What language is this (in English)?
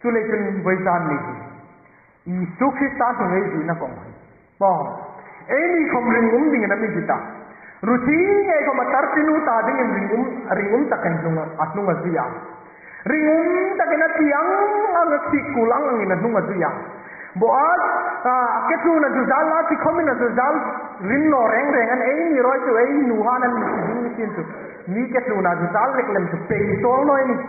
Hmar